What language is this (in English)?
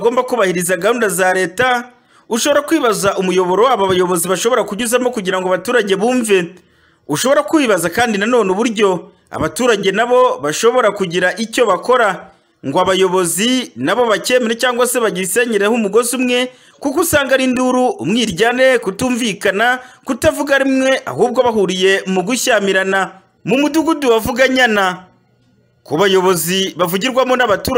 Kinyarwanda